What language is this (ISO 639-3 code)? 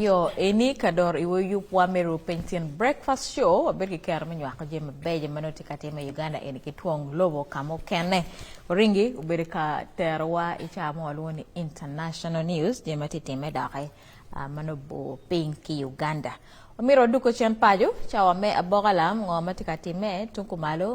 ach